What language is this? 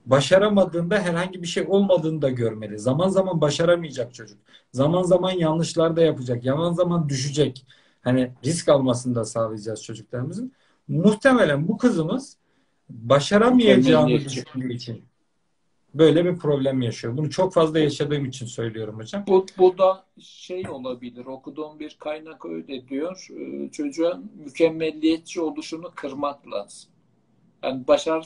Turkish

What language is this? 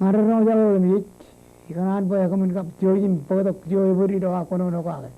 Marshallese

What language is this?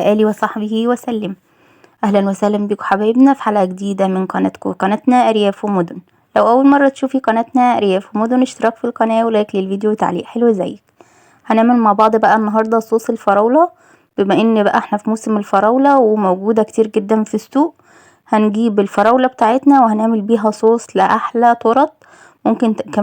Egyptian Arabic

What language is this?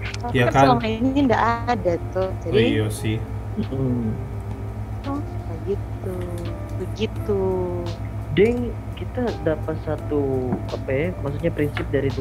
Manado Malay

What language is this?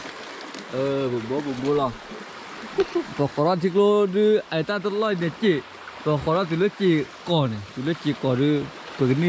S'gaw Karen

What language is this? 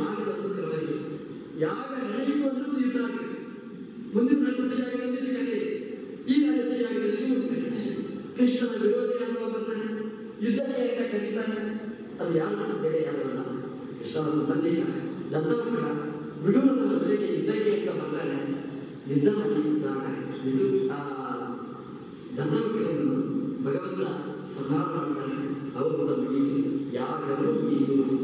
Kannada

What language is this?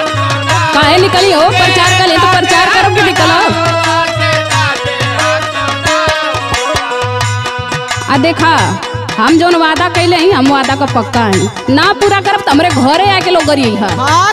Bhojpuri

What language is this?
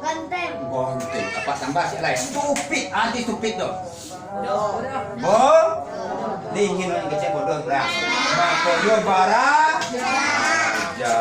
Minangkabau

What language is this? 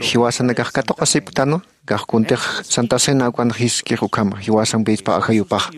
Aymara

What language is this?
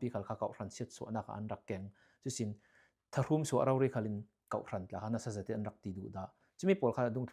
Falam Chin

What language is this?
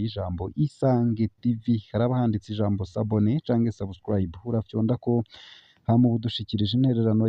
Rundi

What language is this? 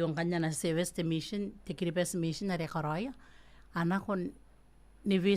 Gilbertese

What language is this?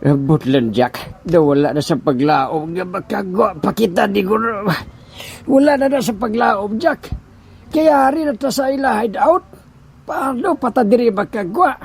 Hiligaynon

